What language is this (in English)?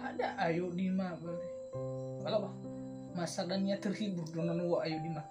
Nias